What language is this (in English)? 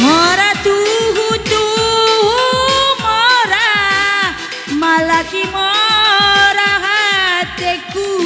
Batak Karo